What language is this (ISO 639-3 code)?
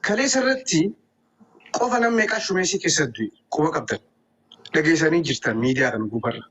orm